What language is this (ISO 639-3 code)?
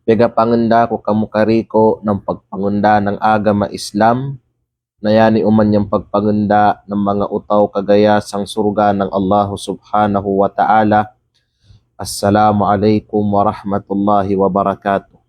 kqe